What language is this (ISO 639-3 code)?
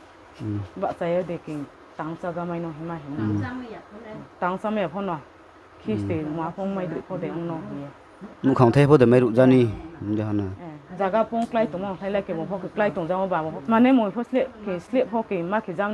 ria